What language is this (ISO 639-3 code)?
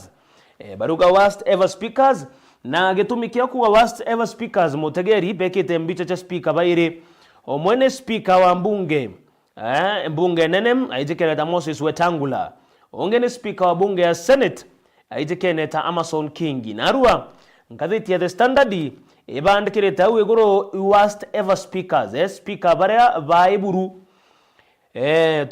mer